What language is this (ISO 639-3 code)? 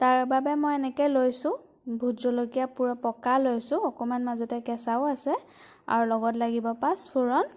asm